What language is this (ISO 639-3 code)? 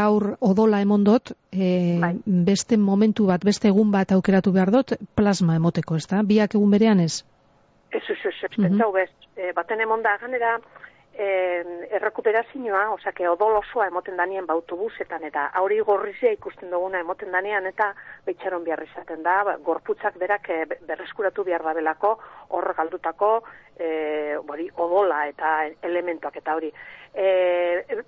eus